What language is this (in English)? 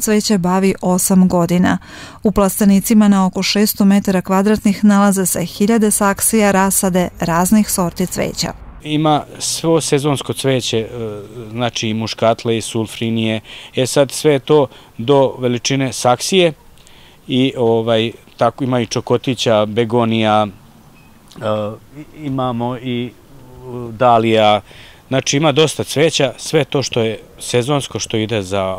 Serbian